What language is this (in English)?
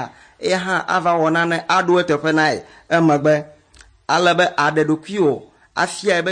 Ewe